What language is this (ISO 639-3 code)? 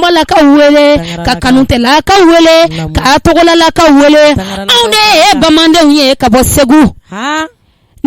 bam